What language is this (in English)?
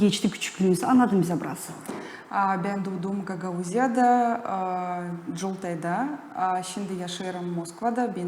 Gagauz